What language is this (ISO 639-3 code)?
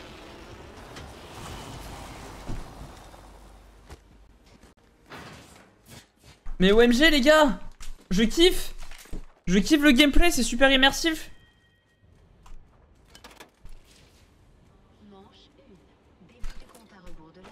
fra